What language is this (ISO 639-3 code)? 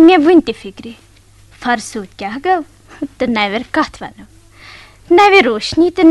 kas